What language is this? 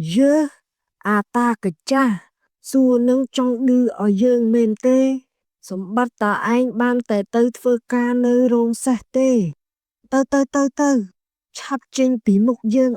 Khmer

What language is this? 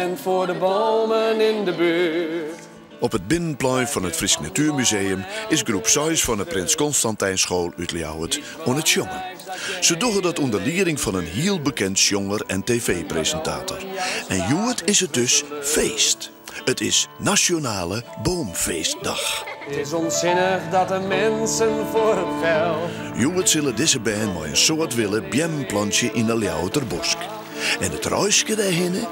Western Frisian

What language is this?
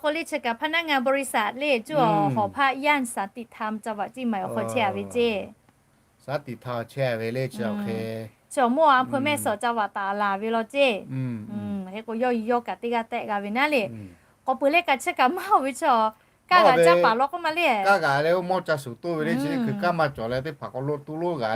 Lahu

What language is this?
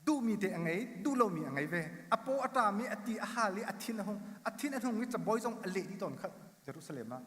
Hakha Chin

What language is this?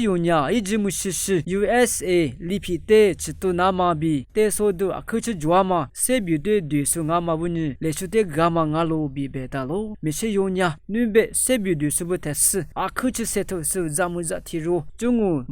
Lisu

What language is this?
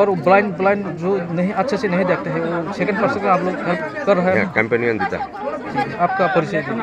Kok Borok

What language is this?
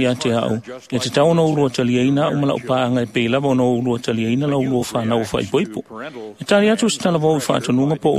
Samoan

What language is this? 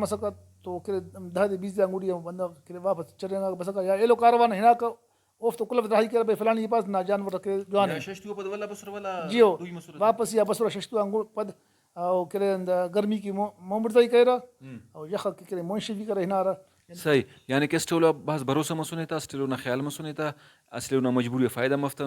Brahui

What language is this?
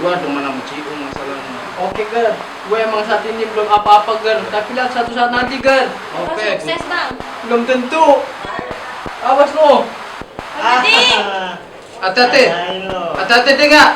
Betawi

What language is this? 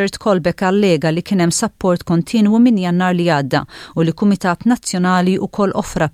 Maltese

